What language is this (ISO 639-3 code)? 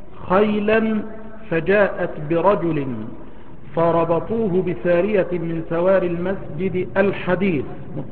ara